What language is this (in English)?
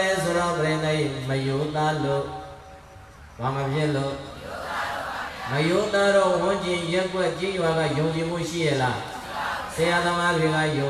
Burmese